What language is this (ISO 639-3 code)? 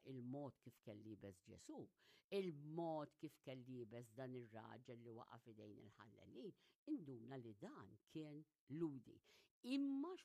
mlt